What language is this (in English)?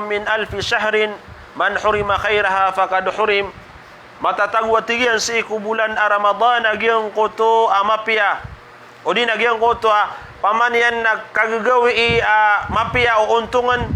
Maranao